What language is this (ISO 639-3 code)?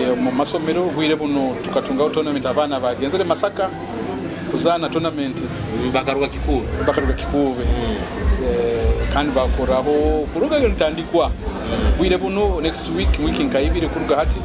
nyo